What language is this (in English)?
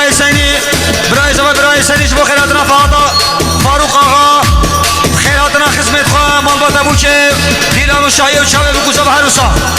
Kurdish